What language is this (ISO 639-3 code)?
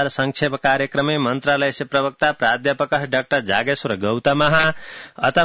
san